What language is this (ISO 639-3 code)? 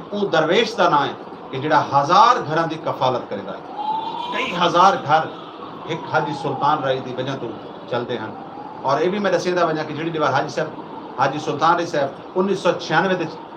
skr